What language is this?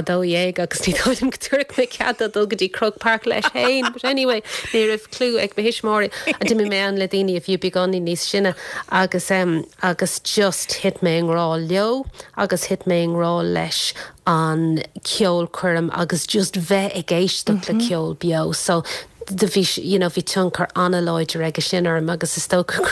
Irish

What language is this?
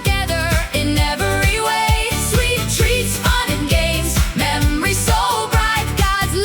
Konkani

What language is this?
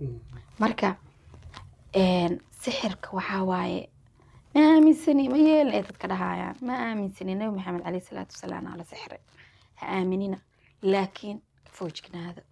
Somali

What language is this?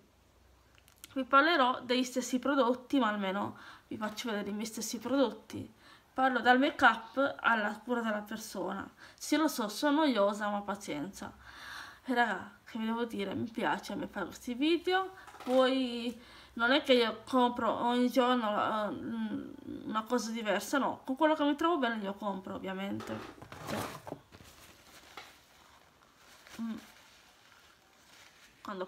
Italian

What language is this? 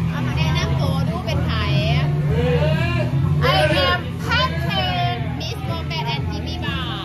Thai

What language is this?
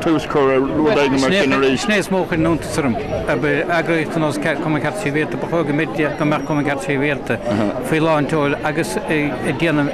Irish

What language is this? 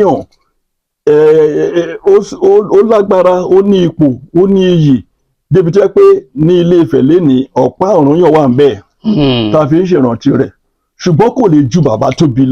Yoruba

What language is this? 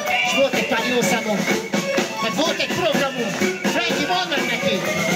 Hungarian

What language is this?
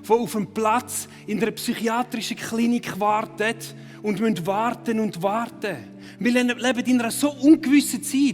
Swiss German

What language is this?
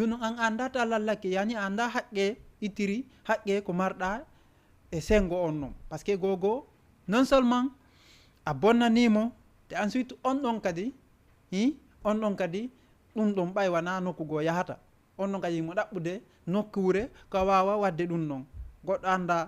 Fula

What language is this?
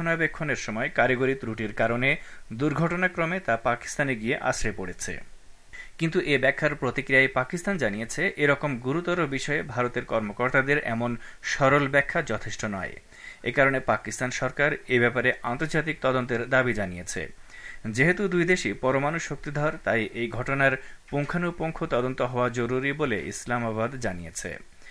Bangla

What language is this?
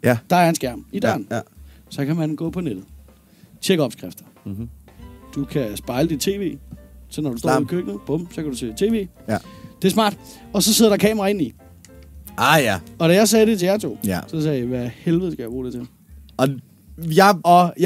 Danish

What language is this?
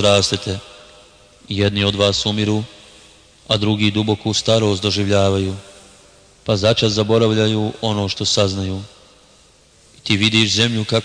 Bosnian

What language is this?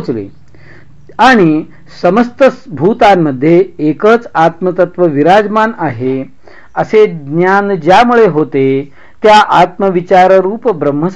Marathi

